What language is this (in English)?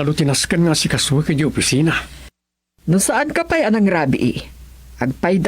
Iloko